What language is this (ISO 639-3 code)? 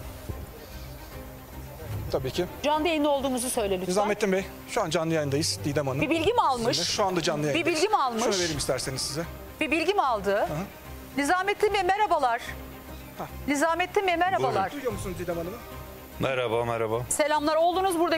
tur